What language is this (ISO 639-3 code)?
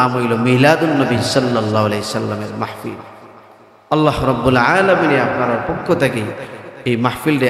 syl